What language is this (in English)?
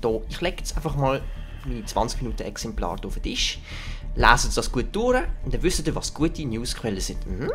Swiss German